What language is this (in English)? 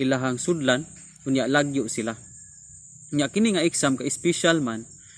Cebuano